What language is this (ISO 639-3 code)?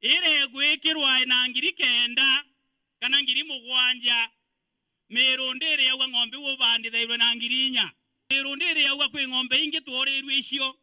mer